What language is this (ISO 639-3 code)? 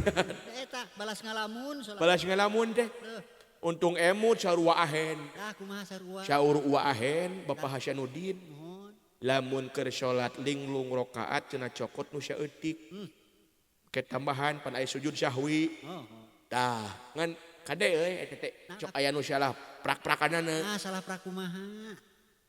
sun